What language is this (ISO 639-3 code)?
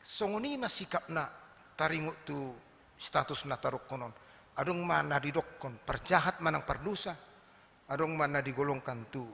bbc